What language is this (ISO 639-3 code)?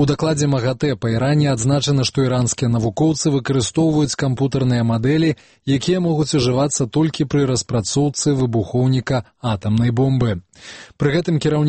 bel